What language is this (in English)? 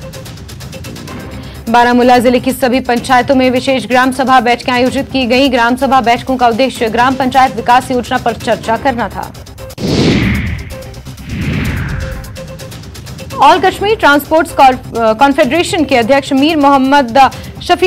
Hindi